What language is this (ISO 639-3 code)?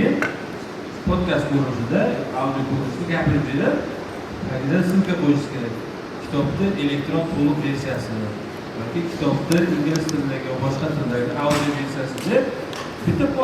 uzb